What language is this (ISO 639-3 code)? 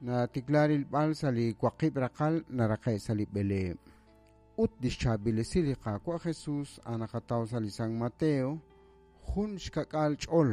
kek